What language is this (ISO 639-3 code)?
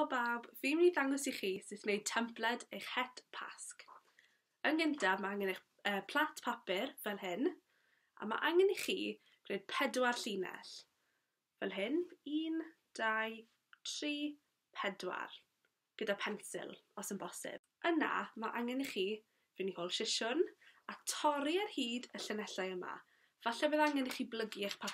cym